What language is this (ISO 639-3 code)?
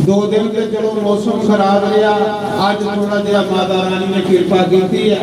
doi